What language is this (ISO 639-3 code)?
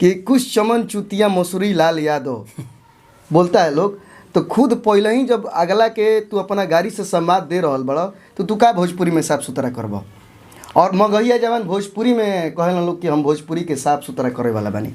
bho